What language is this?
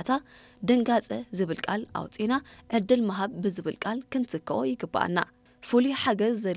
Tigrinya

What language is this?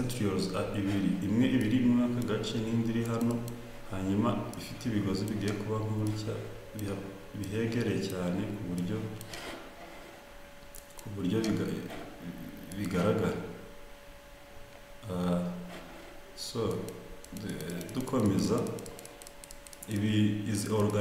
Kinyarwanda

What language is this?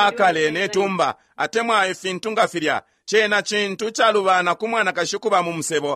Bemba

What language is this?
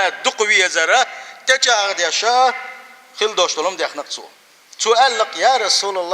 Chechen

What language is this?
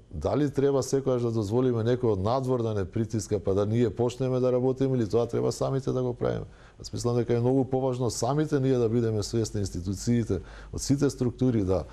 Macedonian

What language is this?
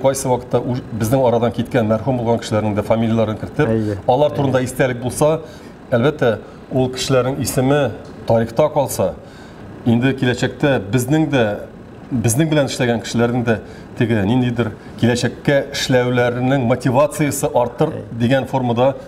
Tatar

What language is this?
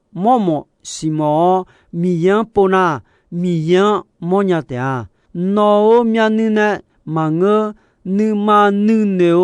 Akha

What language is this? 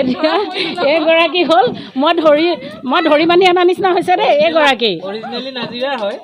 Assamese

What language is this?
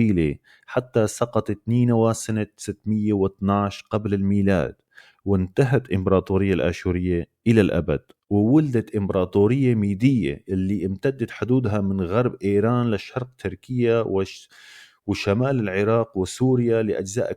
North Levantine Arabic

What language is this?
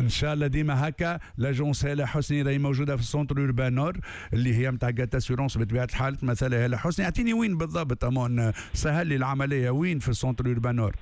Tunisian Arabic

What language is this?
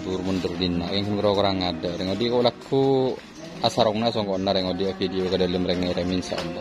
Madurese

